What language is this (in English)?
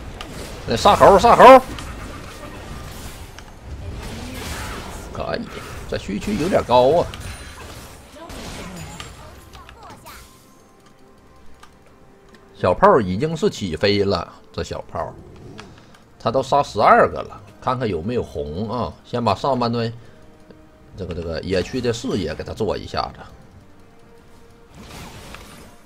Chinese